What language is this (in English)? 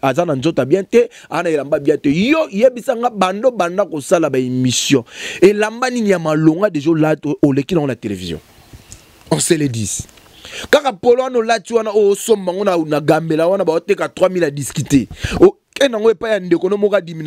Lingala